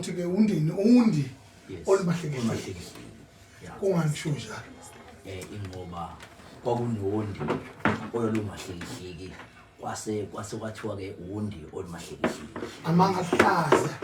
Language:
Zulu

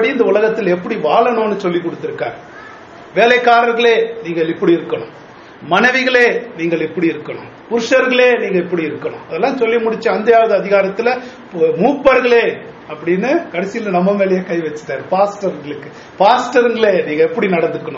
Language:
Tamil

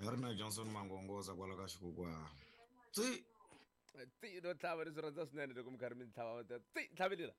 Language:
Tsonga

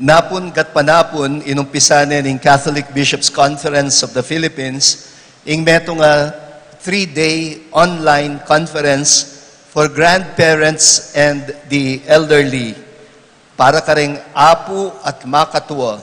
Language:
Pampanga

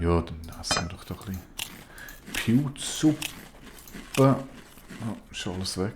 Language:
Swiss German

